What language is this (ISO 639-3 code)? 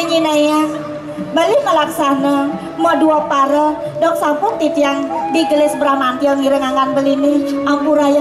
ban